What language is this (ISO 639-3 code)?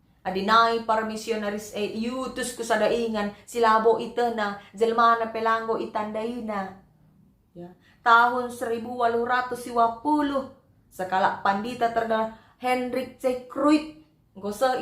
btx